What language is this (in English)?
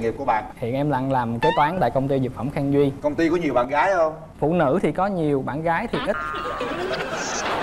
Vietnamese